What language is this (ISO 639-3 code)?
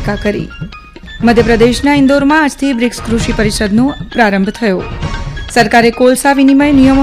guj